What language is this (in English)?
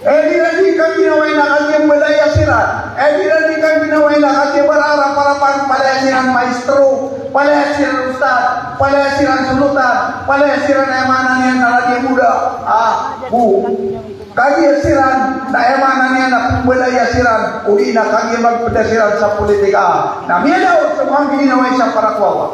Maranao